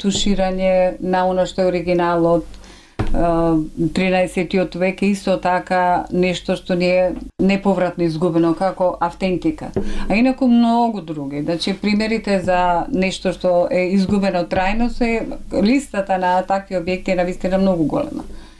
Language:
Macedonian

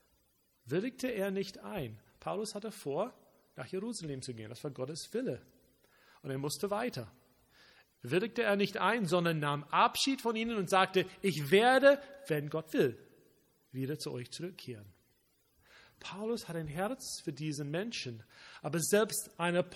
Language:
German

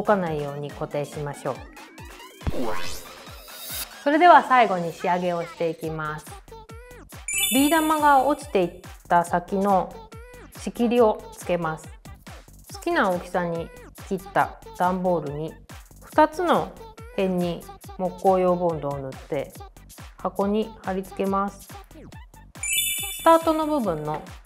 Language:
Japanese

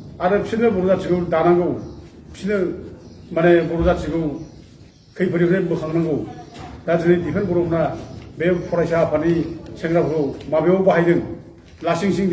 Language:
Bodo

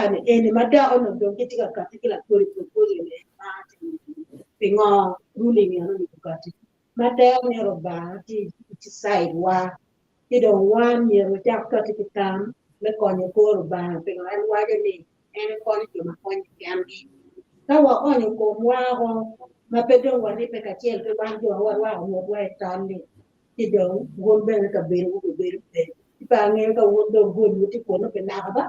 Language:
Acoli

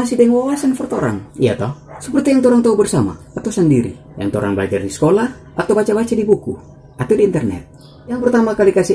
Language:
Manado Malay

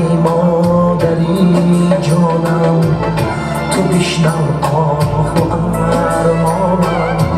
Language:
Tajik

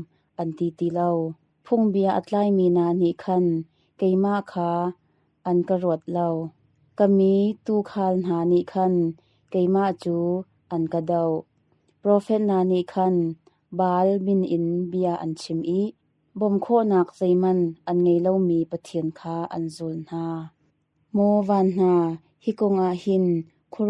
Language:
Hakha Chin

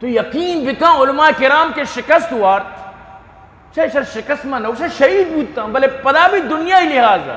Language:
Eastern Balochi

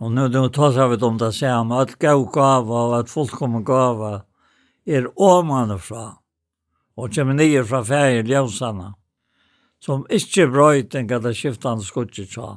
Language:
Faroese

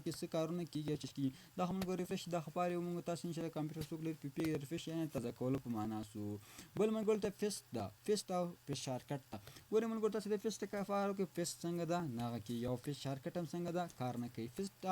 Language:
Pashto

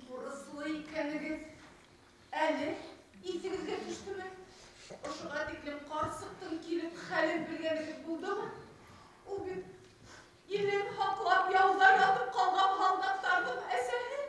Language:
Bashkir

